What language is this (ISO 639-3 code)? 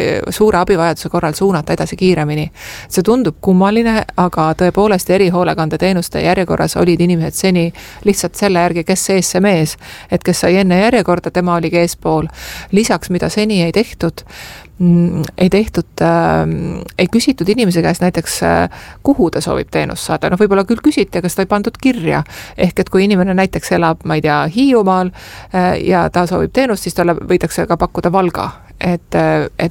est